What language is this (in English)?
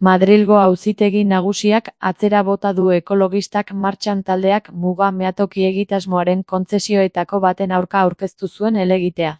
Basque